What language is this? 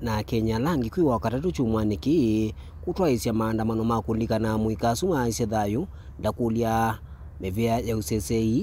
Kamba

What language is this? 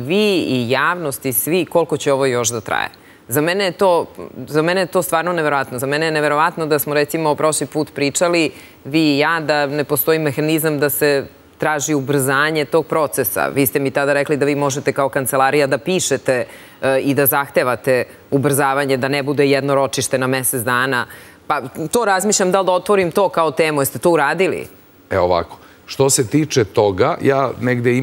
Serbian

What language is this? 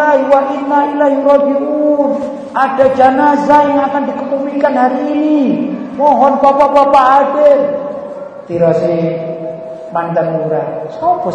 Javanese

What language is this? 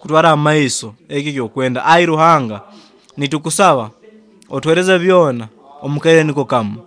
Nyoro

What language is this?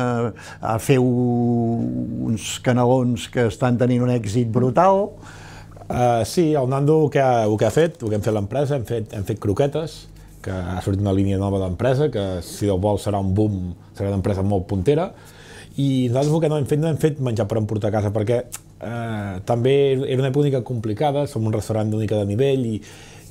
Catalan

